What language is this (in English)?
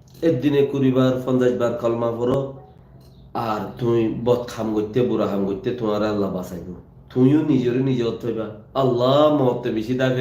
Rohingya